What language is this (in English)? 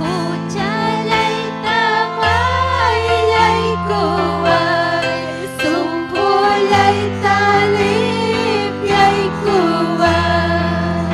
Ayacucho Quechua